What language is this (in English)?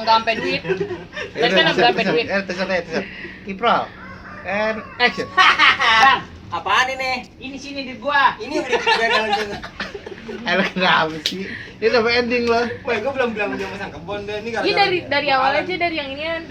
Betawi